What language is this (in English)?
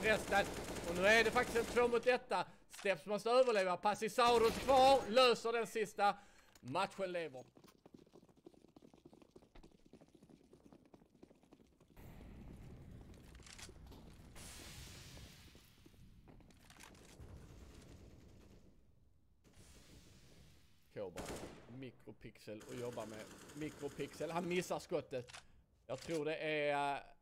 Swedish